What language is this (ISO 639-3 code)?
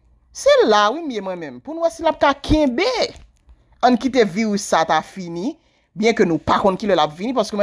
hat